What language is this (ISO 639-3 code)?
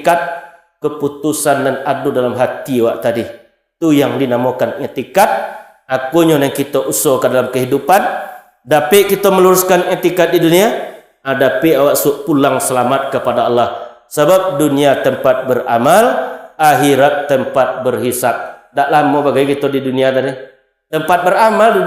min